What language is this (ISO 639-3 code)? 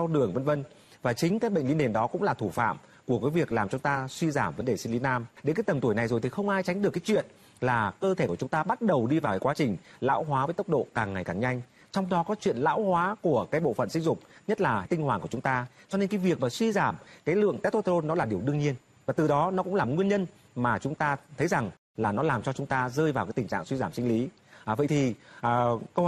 vie